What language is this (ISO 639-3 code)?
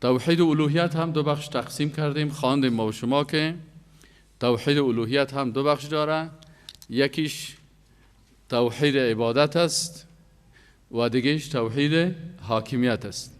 fas